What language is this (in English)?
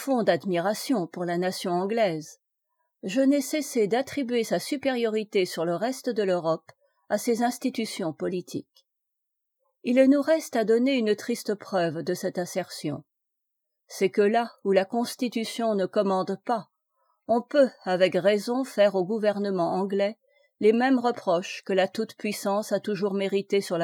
French